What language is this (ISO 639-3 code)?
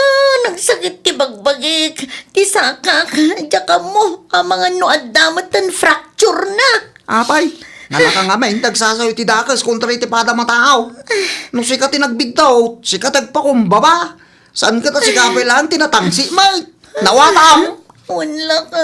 ilo